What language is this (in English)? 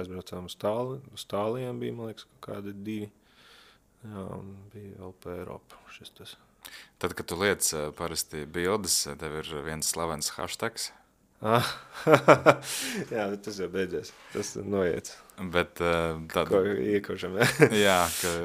Latvian